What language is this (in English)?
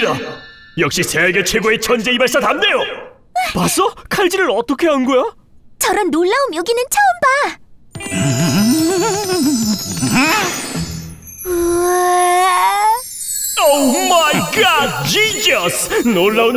Korean